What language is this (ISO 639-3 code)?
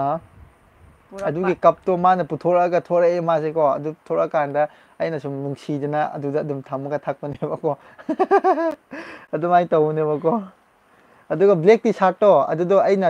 mni